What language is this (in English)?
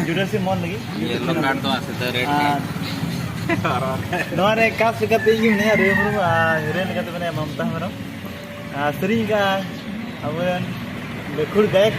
Santali